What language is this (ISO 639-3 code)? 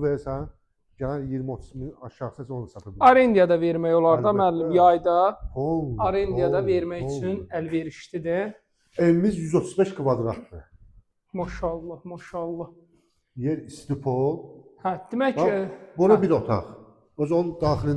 aze